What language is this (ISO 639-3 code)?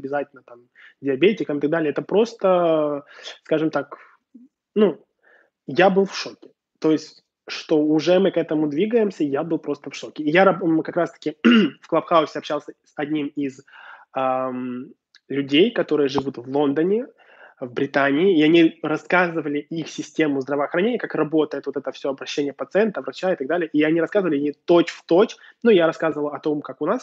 rus